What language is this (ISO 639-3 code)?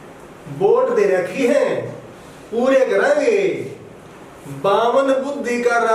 bgc